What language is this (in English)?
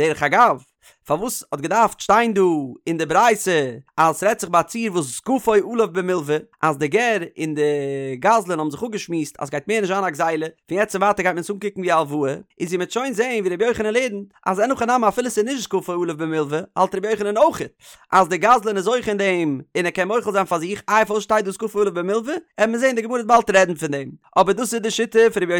Yiddish